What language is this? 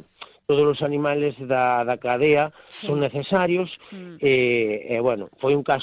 Galician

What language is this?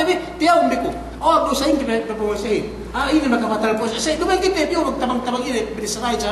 Yakan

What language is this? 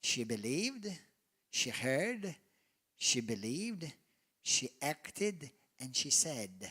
English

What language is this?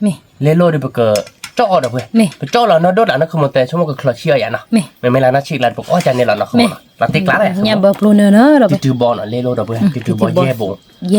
S'gaw Karen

